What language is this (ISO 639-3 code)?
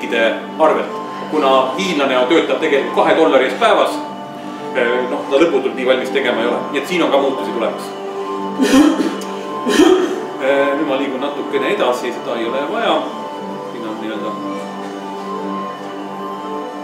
est